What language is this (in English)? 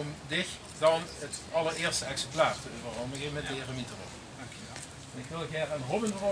Limburgish